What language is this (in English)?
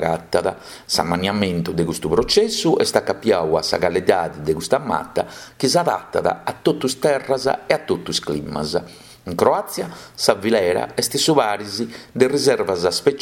Sardinian